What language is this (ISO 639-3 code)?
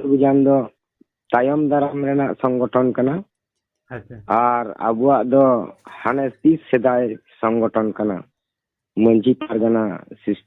sat